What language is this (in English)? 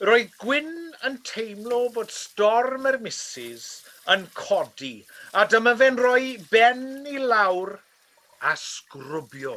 Welsh